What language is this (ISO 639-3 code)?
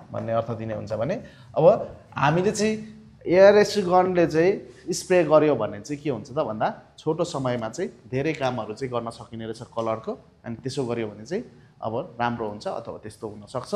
nep